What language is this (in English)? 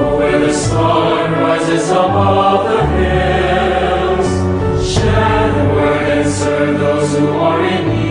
Pampanga